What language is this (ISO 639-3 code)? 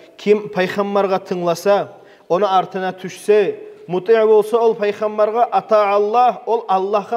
kum